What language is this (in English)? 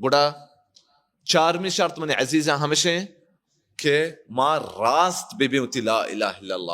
Baluchi